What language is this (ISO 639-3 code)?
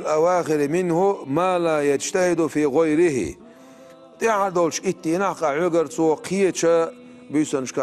che